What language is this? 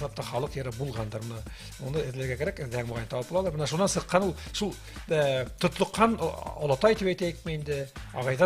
Bashkir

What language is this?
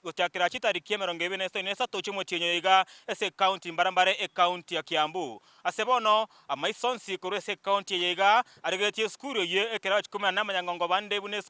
Gusii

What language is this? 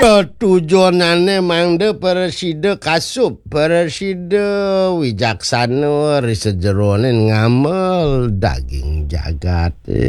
Balinese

